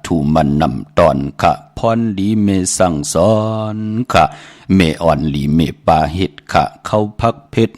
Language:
Shan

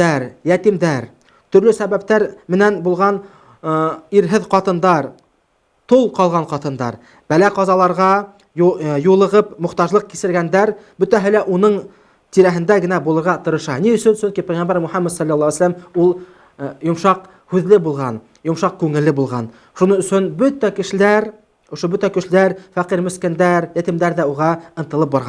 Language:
Bashkir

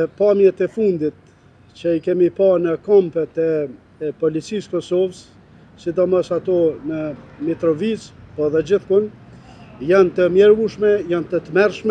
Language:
Albanian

